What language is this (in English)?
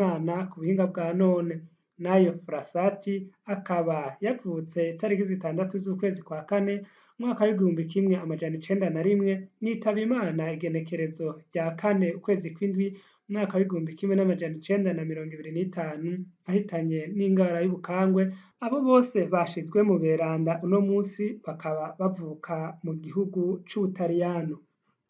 Rundi